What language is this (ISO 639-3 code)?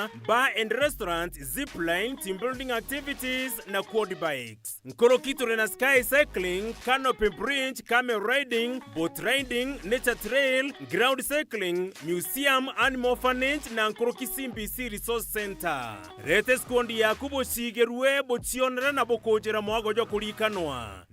mer